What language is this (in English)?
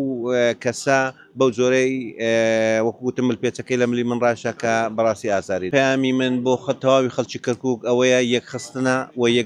Central Kurdish